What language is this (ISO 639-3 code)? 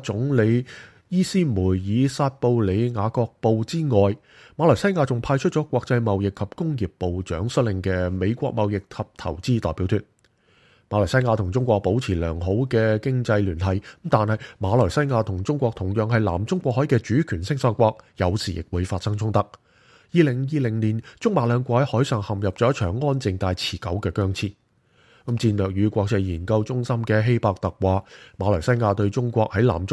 yue